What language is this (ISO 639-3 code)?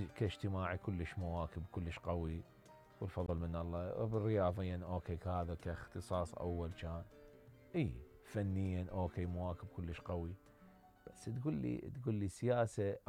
acm